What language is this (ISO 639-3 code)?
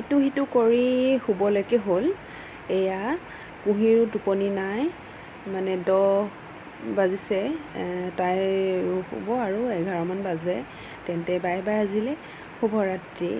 asm